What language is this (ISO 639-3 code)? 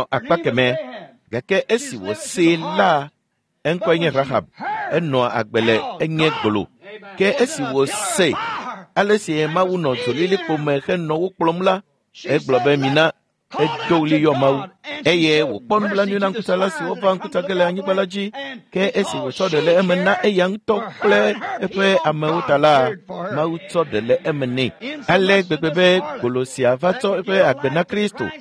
ewe